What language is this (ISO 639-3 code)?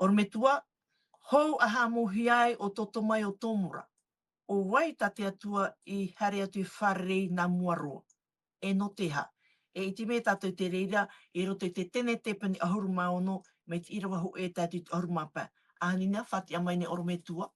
tah